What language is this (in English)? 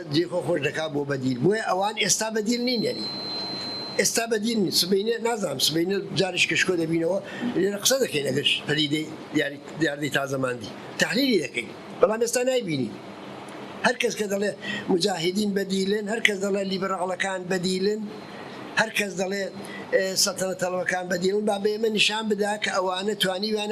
Central Kurdish